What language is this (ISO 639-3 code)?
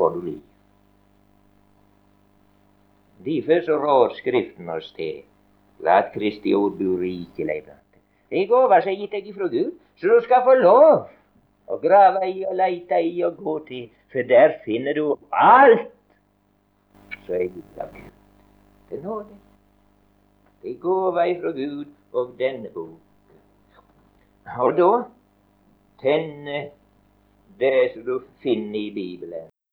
nor